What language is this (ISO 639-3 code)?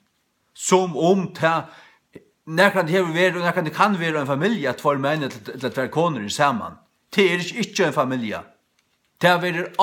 fao